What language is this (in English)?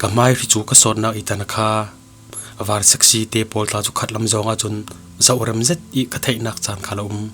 Falam Chin